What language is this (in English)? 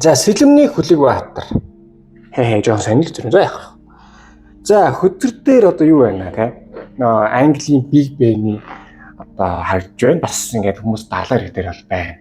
Mongolian